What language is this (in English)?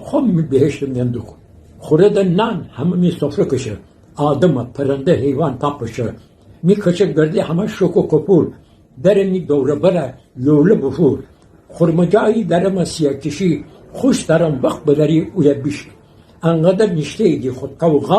Gilaki